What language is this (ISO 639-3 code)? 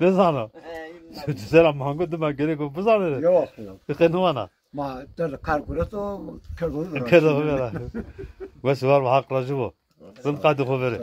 zza